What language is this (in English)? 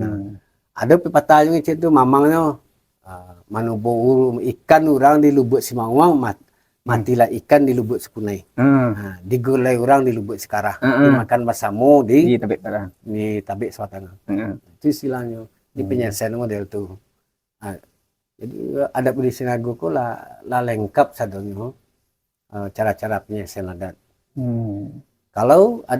Minangkabau